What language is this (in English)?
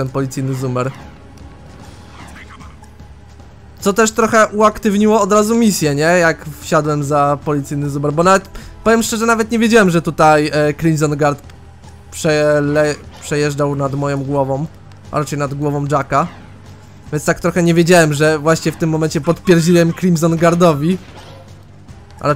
Polish